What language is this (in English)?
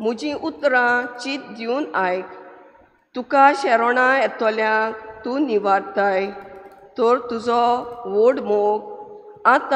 Konkani